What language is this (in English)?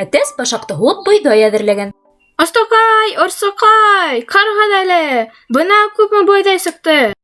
Bashkir